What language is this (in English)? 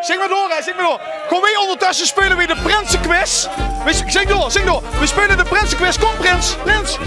Limburgish